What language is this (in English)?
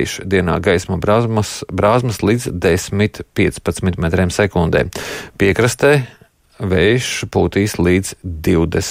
Latvian